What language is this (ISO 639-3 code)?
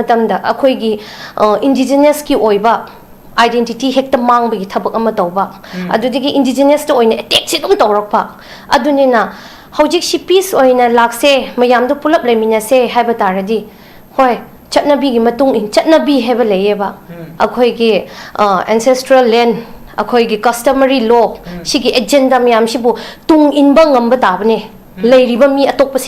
mni